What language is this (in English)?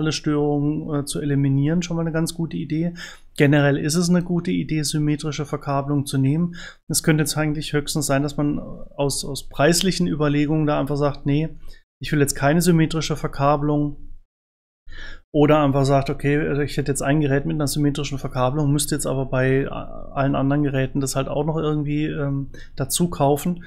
German